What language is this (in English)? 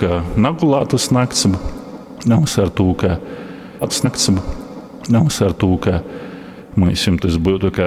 Latgalian